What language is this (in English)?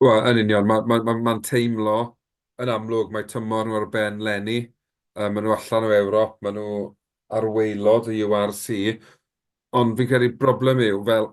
Welsh